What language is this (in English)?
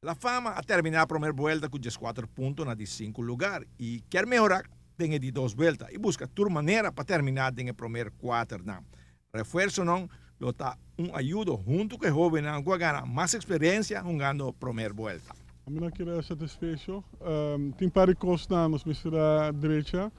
Papiamento